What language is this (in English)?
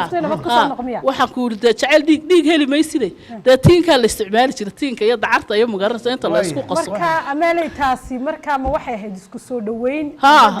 Somali